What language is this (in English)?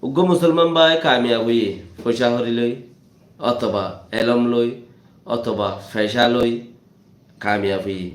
Rohingya